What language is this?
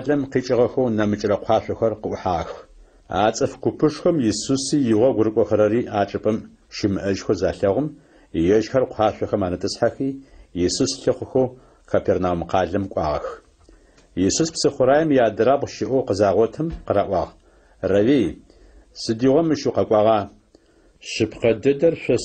Adyghe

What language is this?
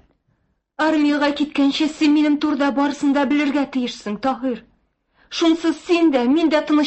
Tatar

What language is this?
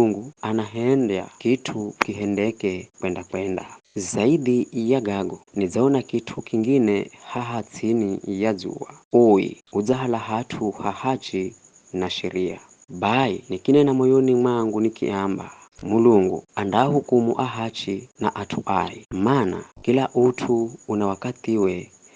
Giryama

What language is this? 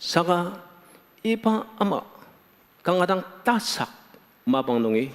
Ao Naga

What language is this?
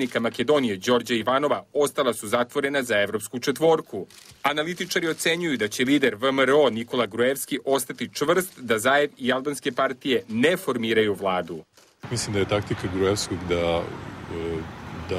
Serbian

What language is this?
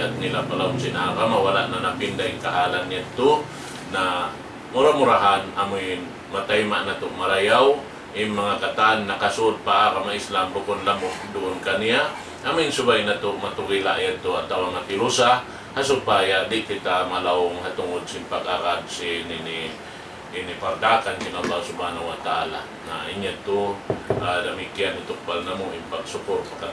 Tausug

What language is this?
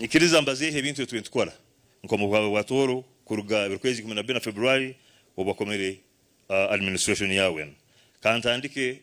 Nyankole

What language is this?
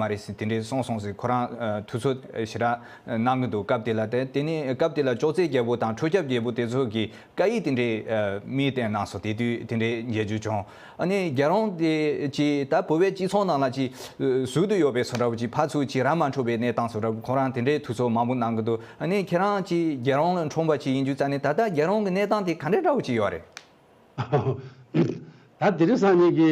Tibetan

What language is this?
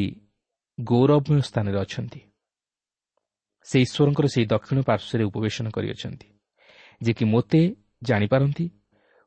Odia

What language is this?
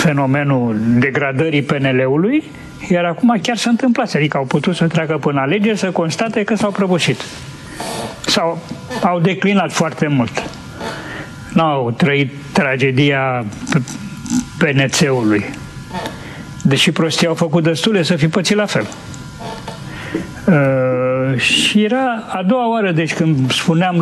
Romanian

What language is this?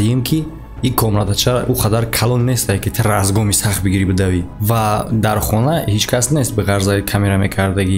Tajik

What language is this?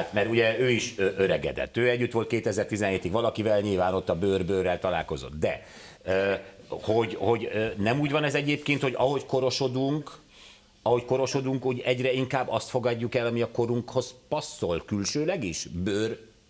Hungarian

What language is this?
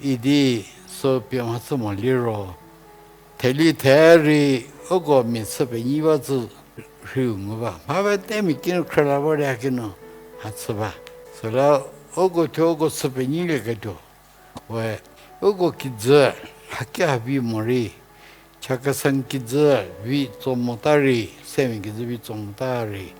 Angami Naga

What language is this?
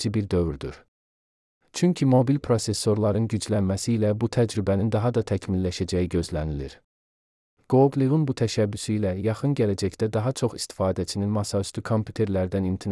Azerbaijani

